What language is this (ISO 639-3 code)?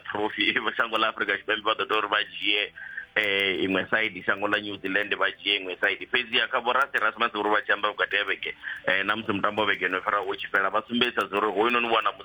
ven